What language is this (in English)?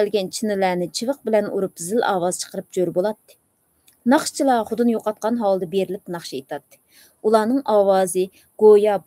Uyghur